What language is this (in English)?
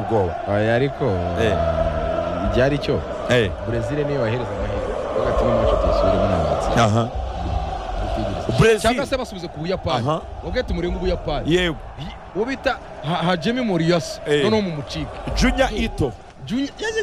Kinyarwanda